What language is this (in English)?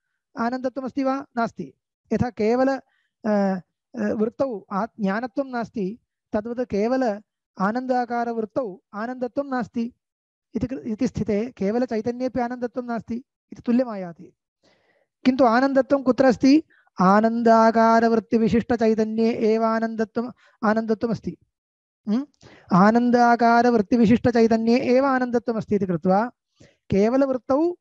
Sanskrit